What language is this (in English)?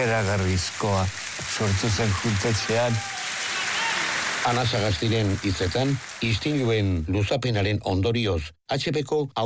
Basque